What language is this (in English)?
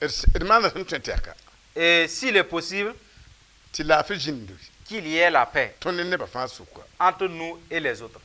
Mossi